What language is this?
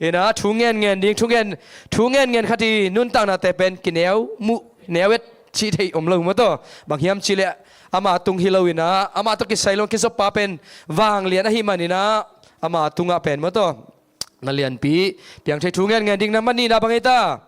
Tedim Chin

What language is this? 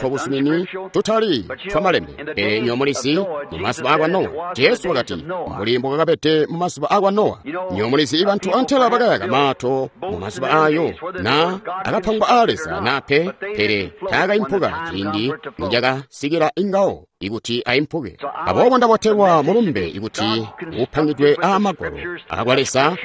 Tonga (Zambia)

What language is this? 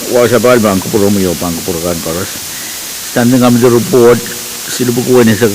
Pohnpeian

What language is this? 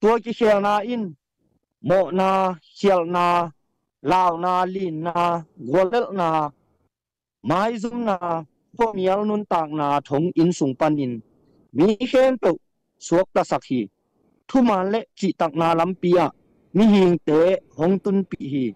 Tedim Chin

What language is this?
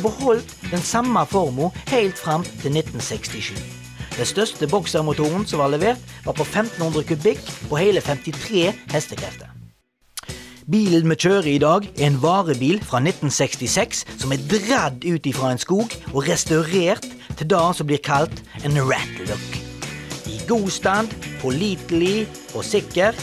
Norwegian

